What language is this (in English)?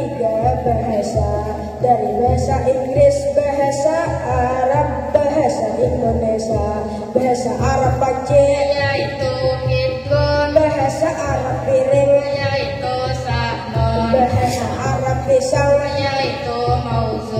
Banjar